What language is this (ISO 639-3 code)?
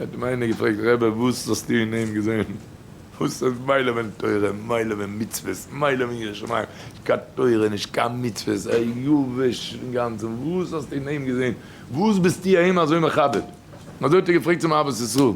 yid